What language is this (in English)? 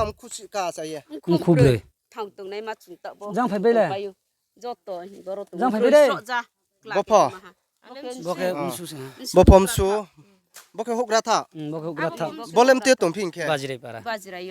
Riang (India)